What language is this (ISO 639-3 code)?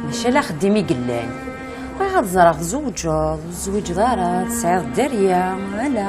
kab